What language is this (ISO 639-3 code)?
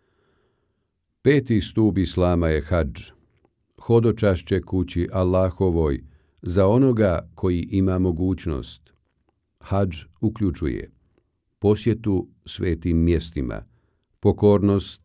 bos